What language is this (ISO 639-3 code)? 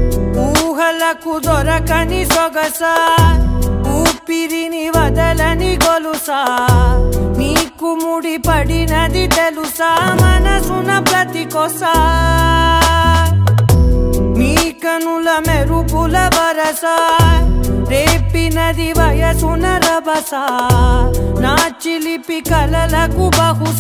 tel